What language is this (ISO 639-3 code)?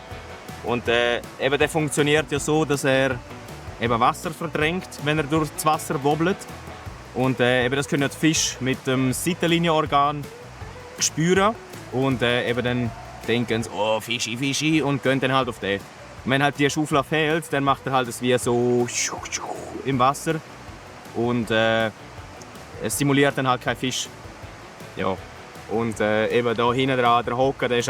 gsw